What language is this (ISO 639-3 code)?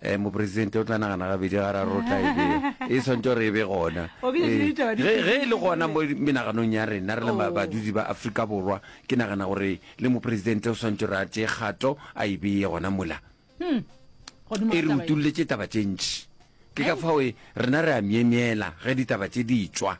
nso